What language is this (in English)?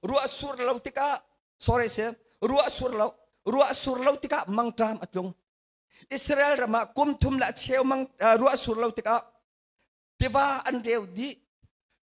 Hakha Chin